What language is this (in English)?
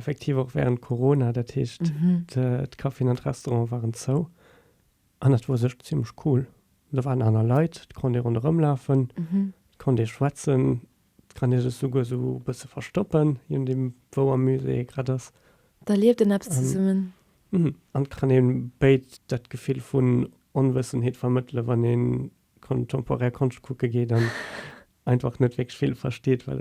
Luxembourgish